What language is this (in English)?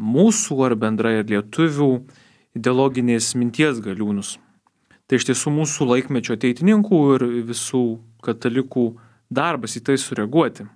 Lithuanian